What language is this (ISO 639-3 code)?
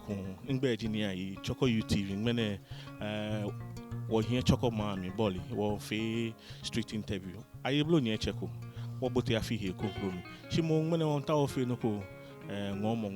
gaa